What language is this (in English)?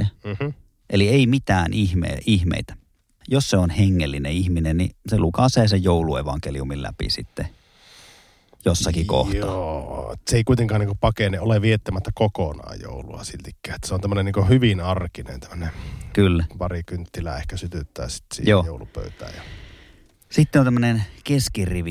Finnish